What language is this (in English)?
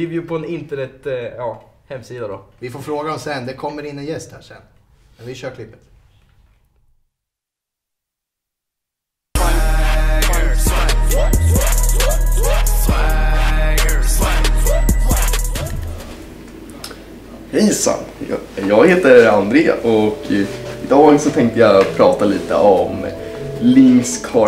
Swedish